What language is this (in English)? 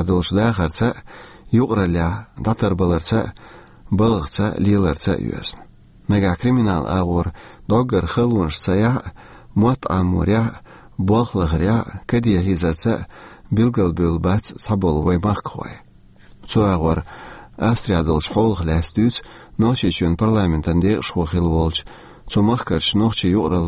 Chechen